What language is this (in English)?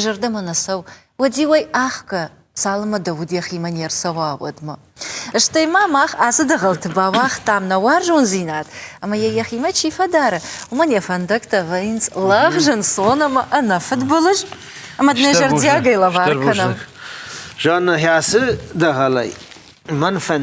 Ossetic